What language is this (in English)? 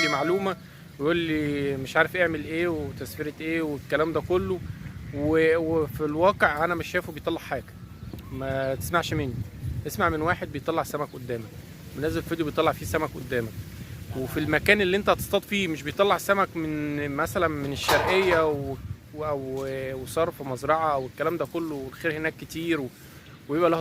Egyptian Arabic